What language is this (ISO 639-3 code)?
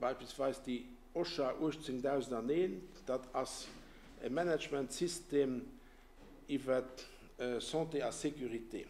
ltz